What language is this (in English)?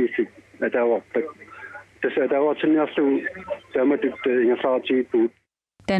Kalaallisut